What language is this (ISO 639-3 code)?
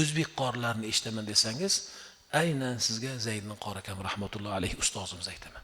uzb